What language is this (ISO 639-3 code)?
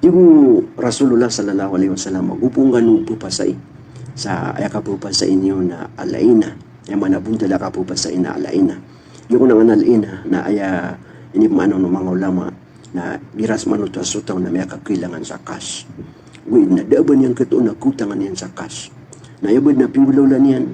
mrw